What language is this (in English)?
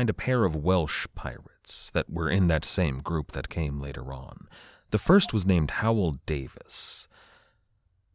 English